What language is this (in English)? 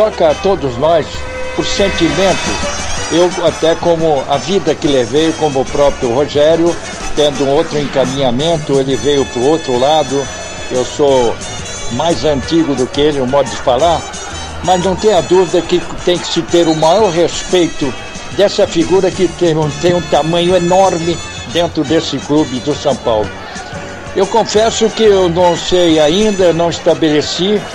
Portuguese